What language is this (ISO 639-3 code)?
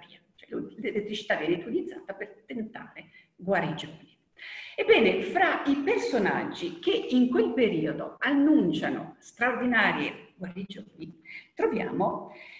ita